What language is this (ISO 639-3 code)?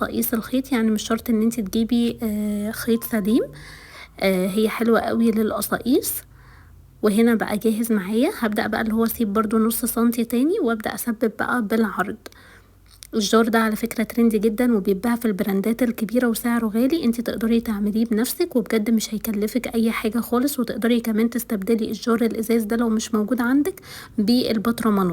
arz